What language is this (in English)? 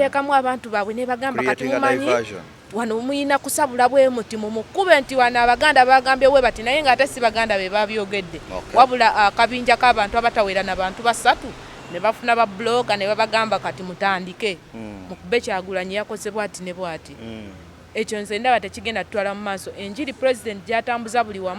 Ganda